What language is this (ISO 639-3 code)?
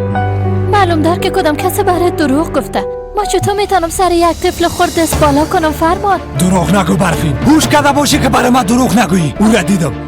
fas